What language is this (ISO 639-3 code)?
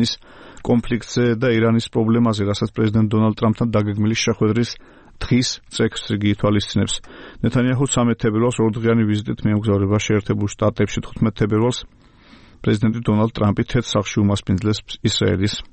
kat